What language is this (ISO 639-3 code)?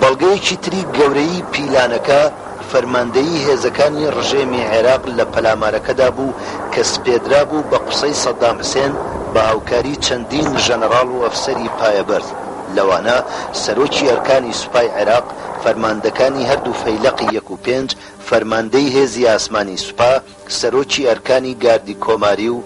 ckb